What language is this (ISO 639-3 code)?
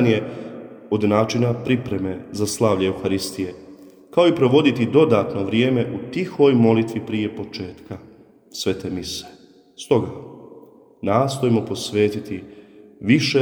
hrv